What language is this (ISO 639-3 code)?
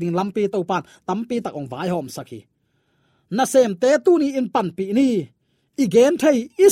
ctd